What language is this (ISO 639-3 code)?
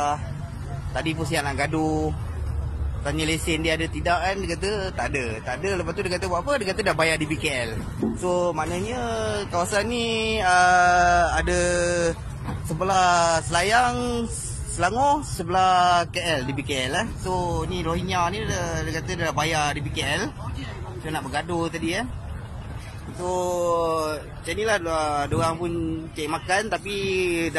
msa